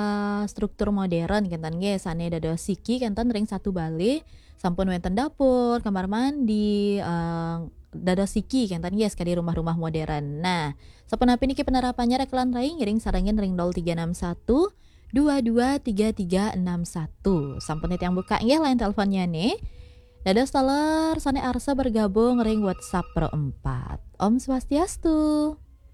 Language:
Balinese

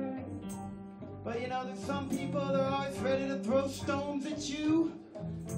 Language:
English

